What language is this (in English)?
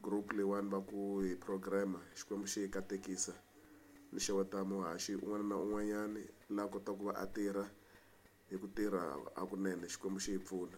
Tsonga